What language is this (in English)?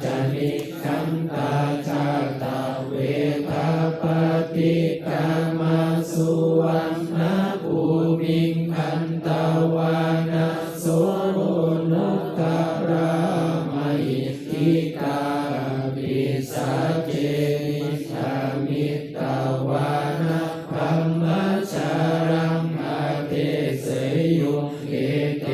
Pali